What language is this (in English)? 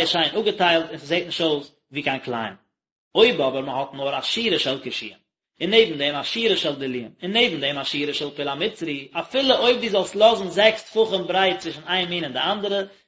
Yiddish